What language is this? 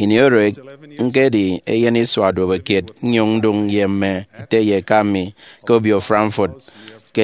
Efik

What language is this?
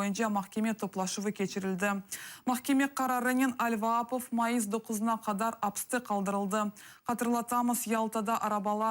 Crimean Tatar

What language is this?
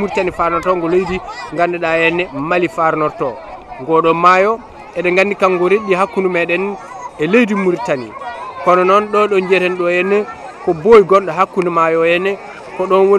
Fula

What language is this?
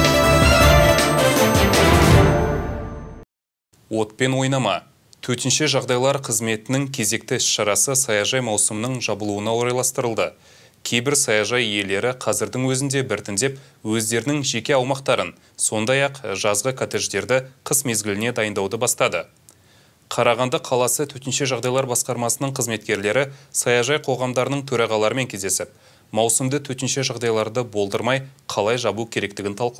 Kazakh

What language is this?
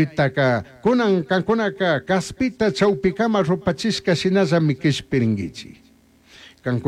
Chimborazo Highland Quichua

